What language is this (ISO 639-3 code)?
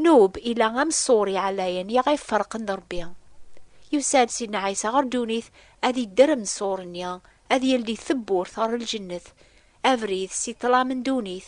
kab